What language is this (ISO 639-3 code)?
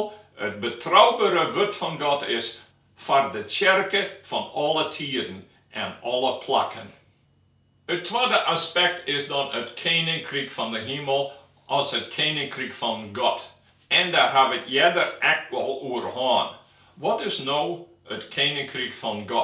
fry